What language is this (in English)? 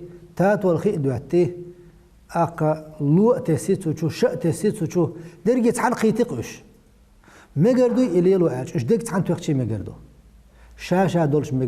Chechen